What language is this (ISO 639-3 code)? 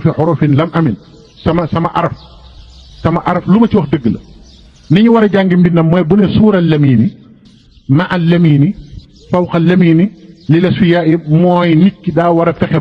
wol